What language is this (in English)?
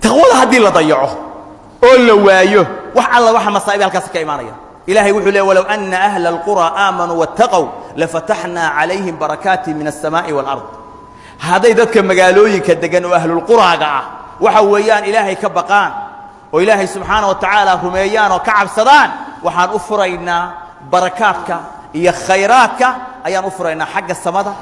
Somali